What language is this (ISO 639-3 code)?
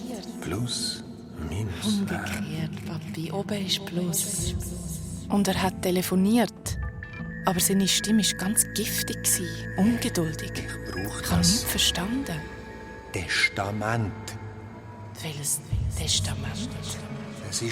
gsw